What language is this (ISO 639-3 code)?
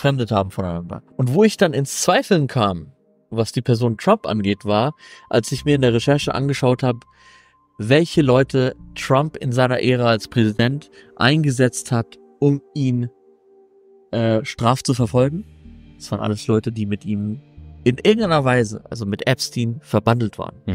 deu